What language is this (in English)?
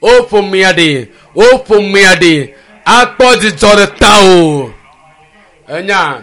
Ewe